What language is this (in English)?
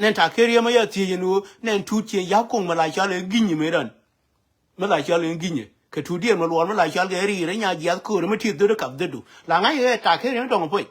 Nuer